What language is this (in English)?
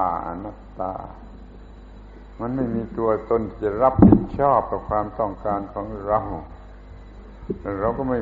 Thai